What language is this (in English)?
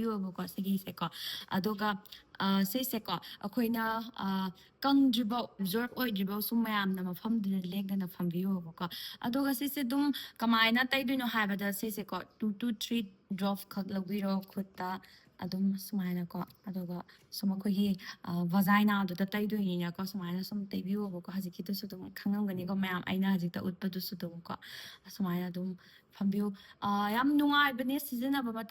Manipuri